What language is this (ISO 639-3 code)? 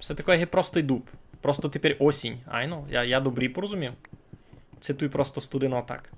rue